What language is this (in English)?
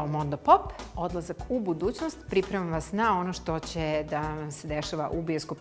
Serbian